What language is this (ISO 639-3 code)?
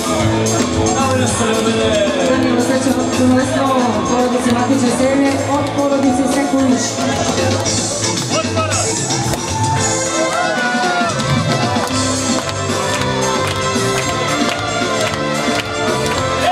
srp